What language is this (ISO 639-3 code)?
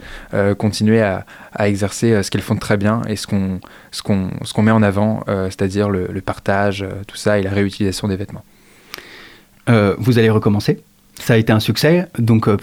fra